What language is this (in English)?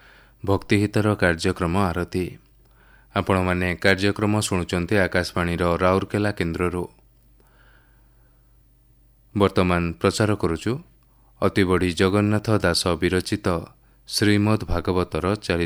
Odia